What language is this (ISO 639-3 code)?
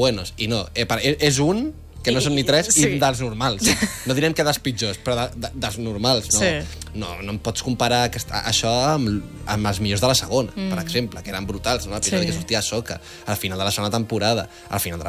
cat